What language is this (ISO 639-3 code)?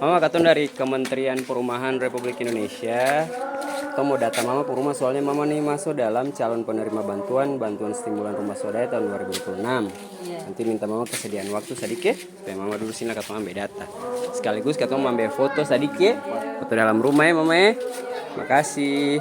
abs